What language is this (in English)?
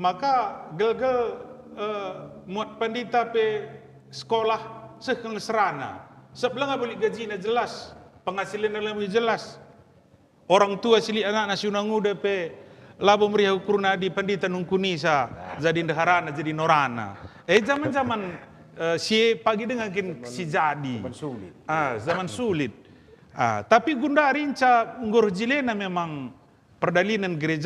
Batak Karo